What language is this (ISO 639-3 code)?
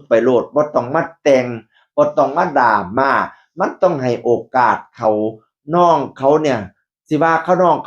tts